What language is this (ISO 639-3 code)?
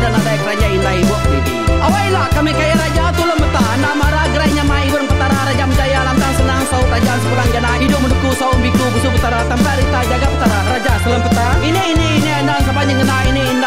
iba